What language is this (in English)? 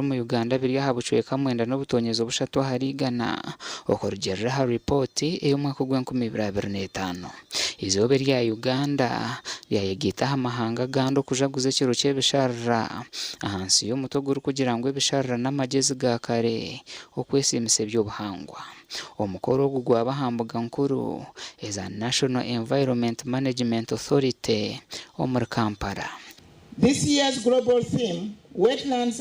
Nyankole